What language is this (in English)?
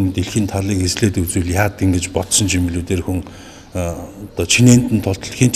Mongolian